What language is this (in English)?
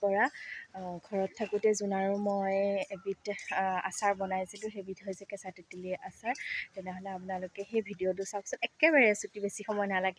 Assamese